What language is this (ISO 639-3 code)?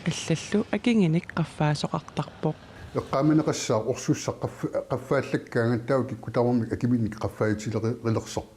kal